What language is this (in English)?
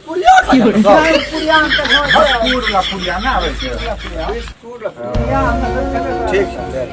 Maithili